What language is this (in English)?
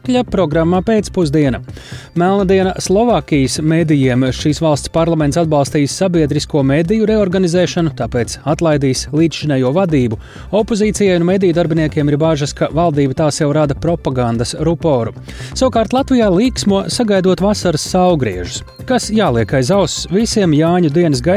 Latvian